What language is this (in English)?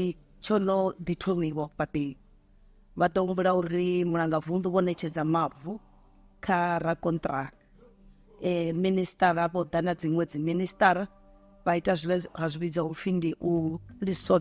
Venda